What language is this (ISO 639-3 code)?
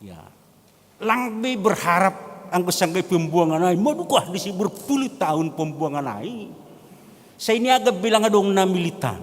bts